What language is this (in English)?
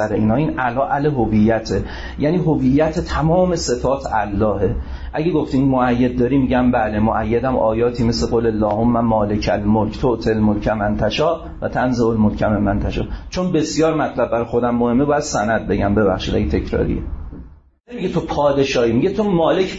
Persian